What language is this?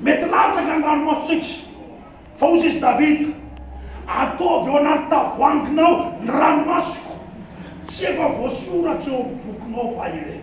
Malagasy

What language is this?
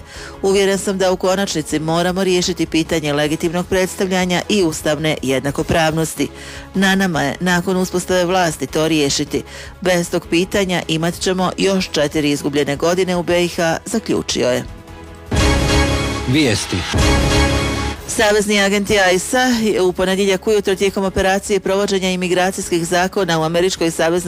Bosnian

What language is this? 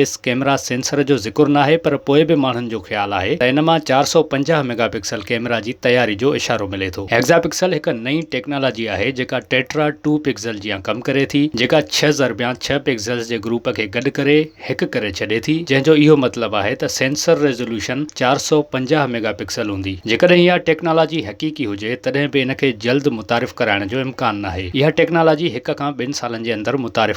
Sindhi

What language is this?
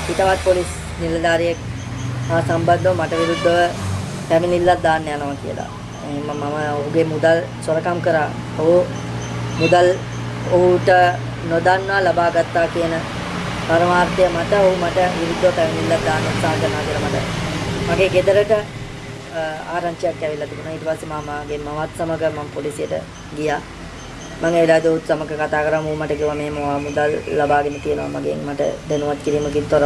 Sinhala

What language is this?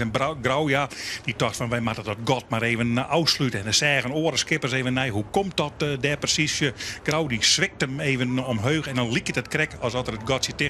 Western Frisian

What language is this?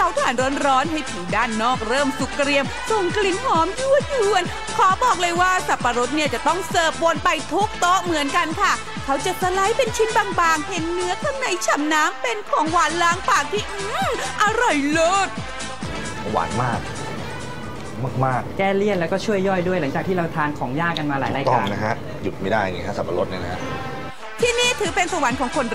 Thai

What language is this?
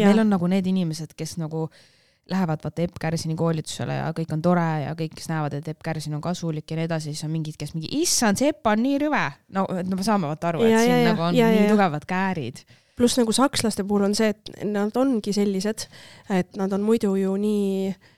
Estonian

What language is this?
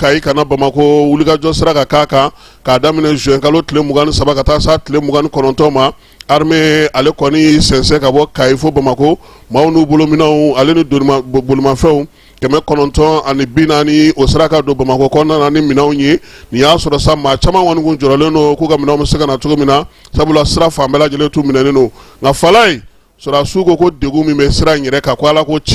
Bambara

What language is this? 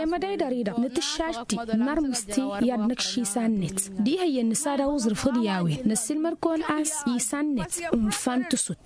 Tamasheq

